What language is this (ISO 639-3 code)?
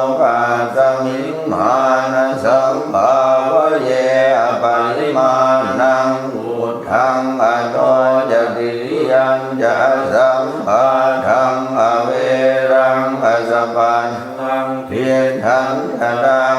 pli